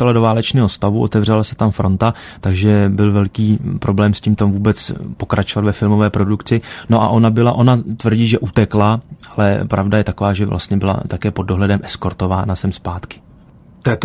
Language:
Czech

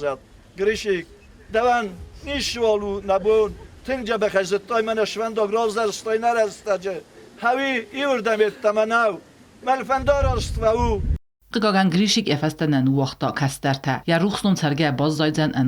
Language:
Ossetic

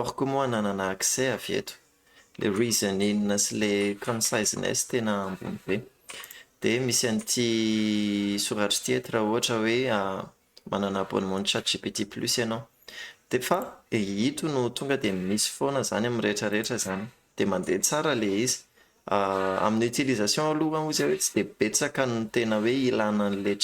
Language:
Malagasy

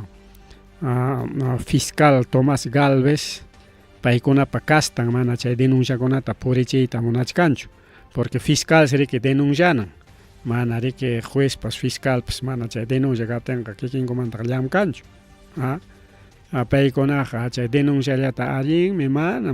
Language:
Ayacucho Quechua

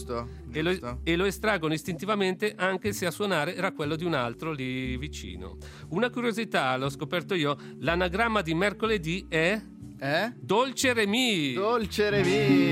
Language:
Italian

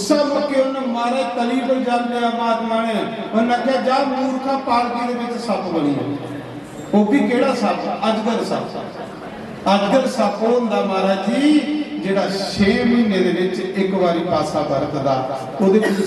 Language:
Dogri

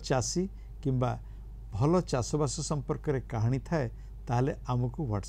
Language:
Odia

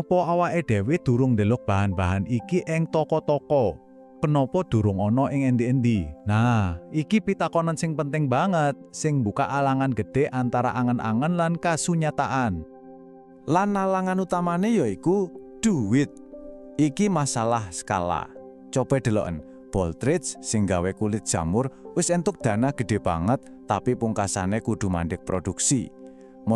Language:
Javanese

